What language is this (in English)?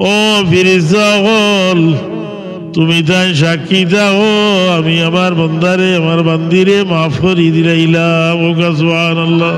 Sylheti